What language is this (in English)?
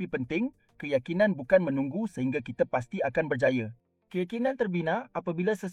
Malay